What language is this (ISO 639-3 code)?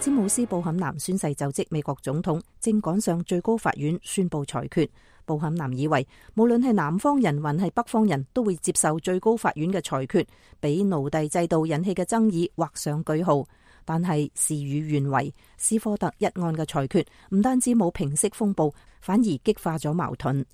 yue